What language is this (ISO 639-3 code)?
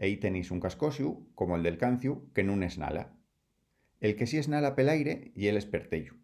ast